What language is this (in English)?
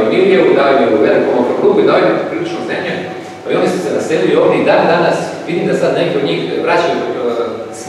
Croatian